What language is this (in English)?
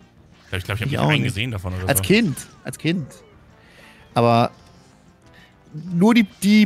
German